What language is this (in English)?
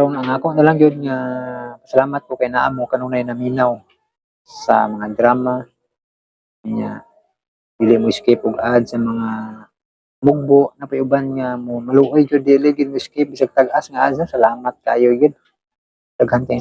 Cebuano